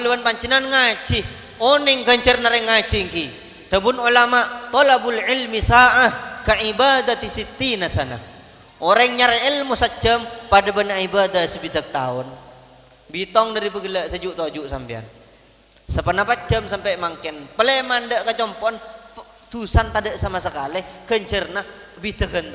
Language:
Madurese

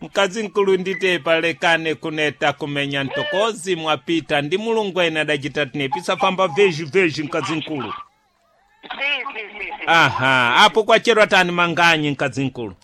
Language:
Sena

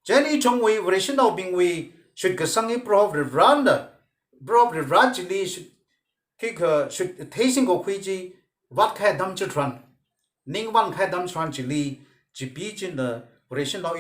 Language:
Tangkhul Naga (India)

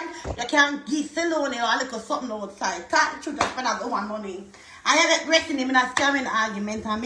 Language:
Jamaican Creole English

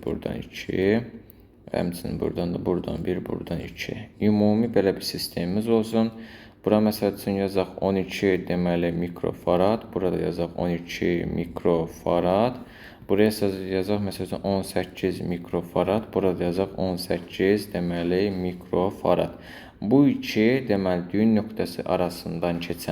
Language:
Azerbaijani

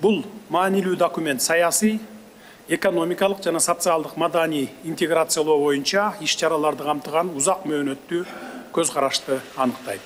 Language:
Kyrgyz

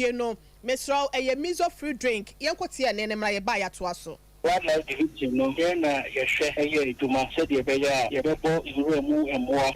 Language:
Akan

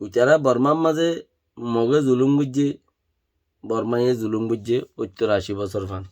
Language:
Rohingya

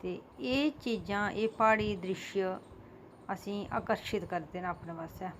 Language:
Dogri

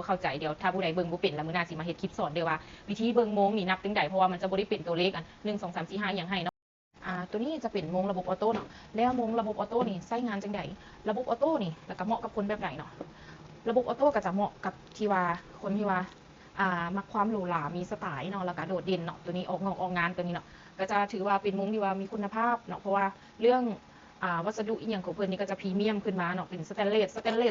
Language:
Lao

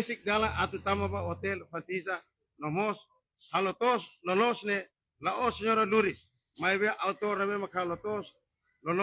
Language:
Tetum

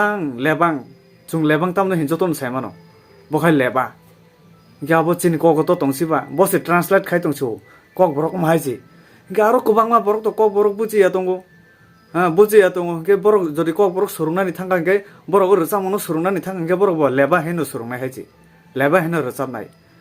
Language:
Kok Borok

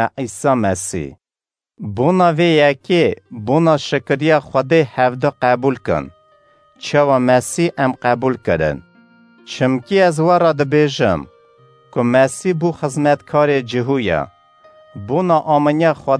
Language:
Kurdish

